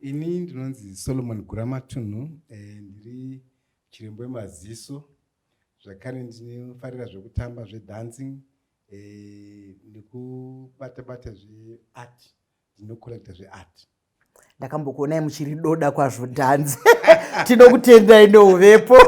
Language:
Shona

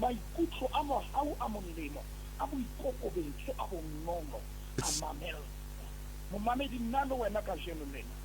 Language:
Southern Sotho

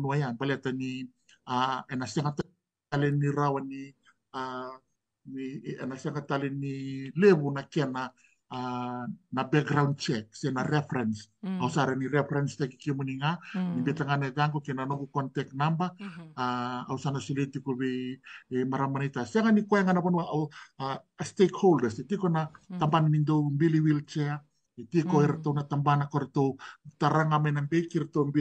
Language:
Fijian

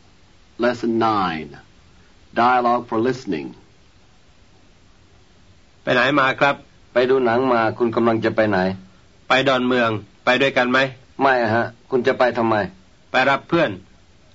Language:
Thai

